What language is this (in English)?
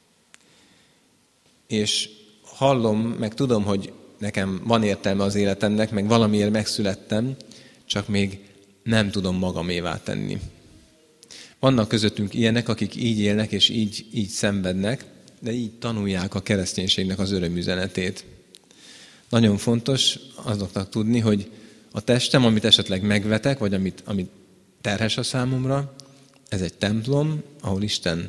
Hungarian